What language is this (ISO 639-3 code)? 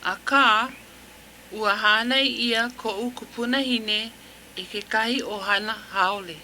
haw